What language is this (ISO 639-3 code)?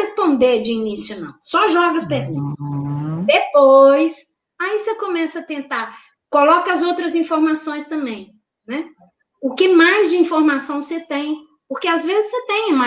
por